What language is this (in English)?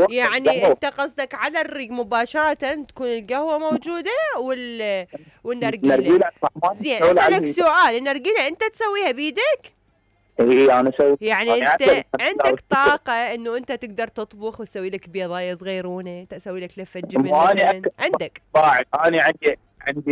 Mesopotamian Arabic